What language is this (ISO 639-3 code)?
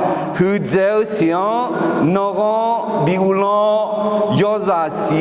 ahk